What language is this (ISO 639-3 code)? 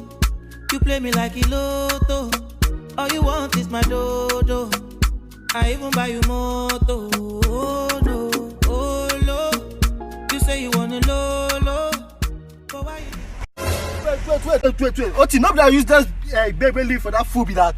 pcm